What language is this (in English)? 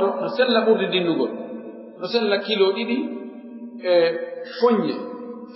Pular